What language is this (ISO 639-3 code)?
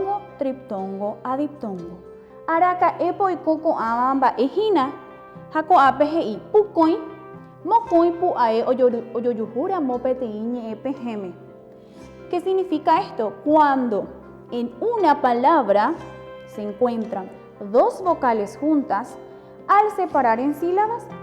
grn